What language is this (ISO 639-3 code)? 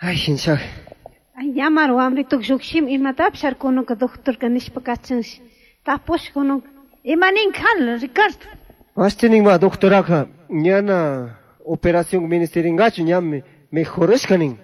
qug